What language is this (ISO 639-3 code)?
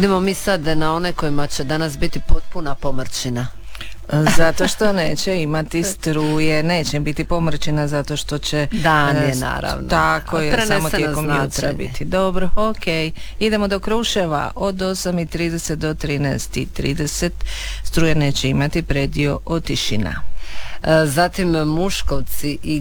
hrv